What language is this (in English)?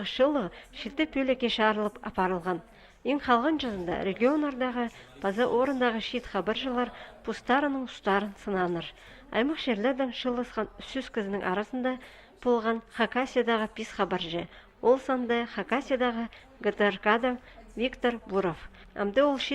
Khakas